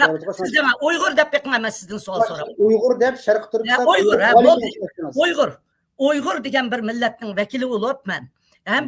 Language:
Uyghur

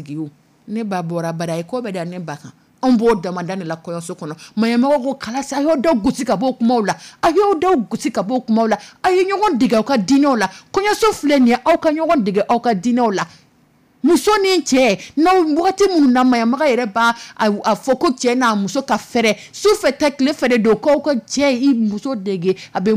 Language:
Dyula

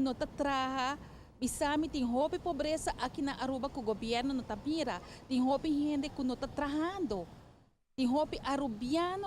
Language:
Papiamento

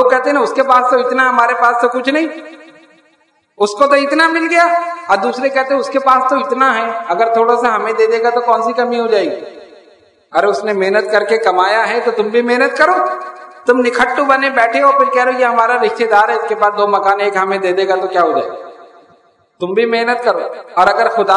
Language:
Urdu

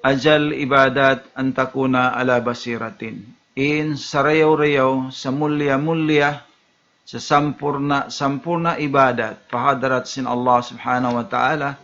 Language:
Tausug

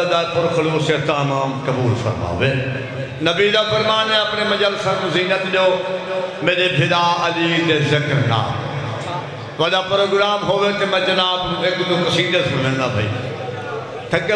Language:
Hindi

